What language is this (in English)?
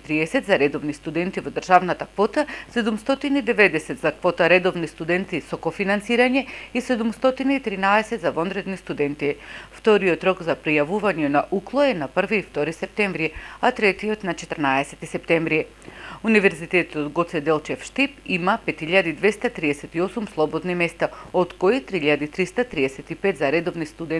Macedonian